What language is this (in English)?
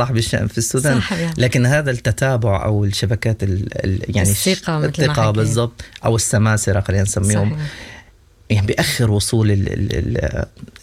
Sudanese Arabic